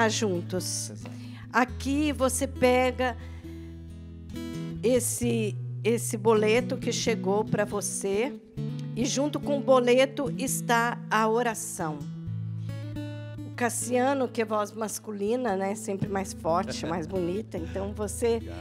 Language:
Portuguese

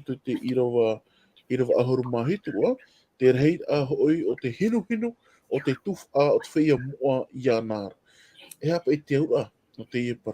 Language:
Tahitian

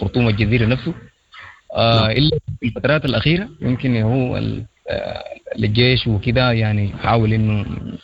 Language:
Sudanese Arabic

